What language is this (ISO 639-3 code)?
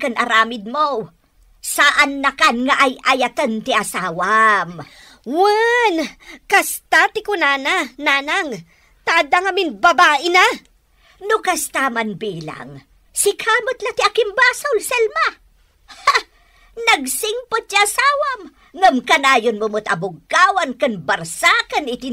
ilo